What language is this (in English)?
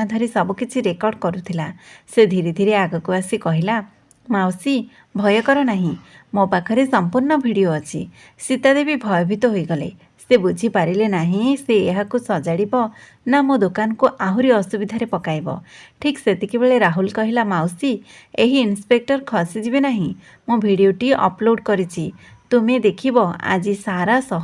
Odia